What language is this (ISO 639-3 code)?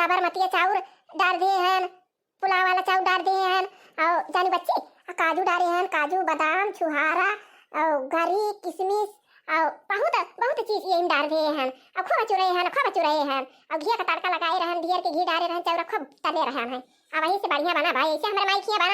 awa